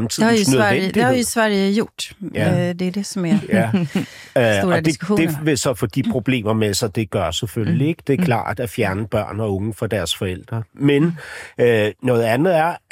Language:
Danish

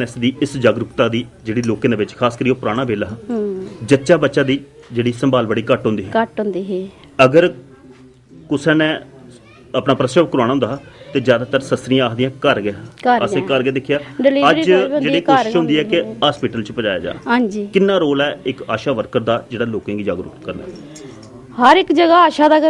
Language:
Dogri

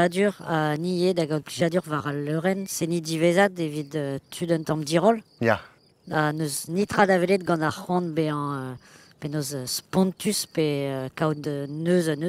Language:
Breton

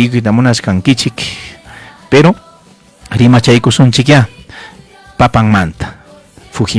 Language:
Ayacucho Quechua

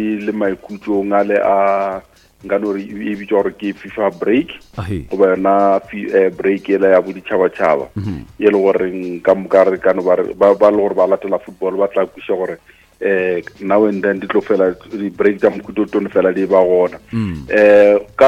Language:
Northern Sotho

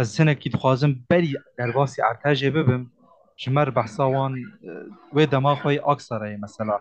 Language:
Kurdish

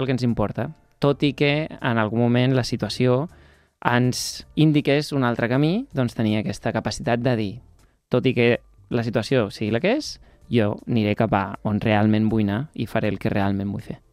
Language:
Catalan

